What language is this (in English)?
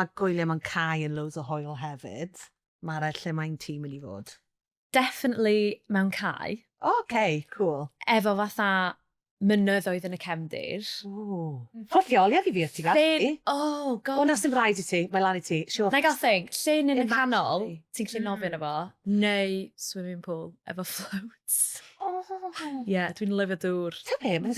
Welsh